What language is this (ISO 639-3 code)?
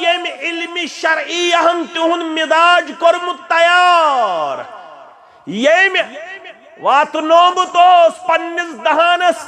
kas